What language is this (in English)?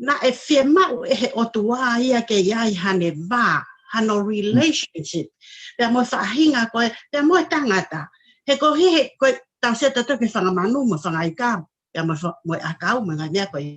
Tongan